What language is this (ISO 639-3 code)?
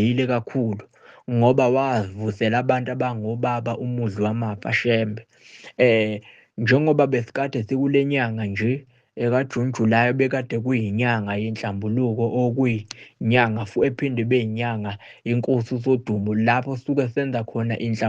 zul